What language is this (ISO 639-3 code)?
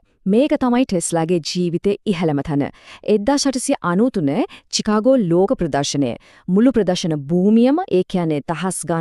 sin